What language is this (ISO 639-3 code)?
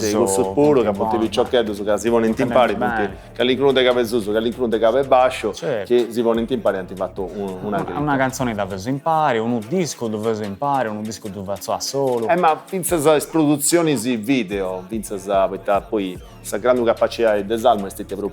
srd